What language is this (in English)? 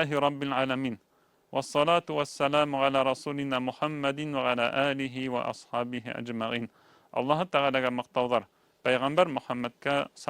Bashkir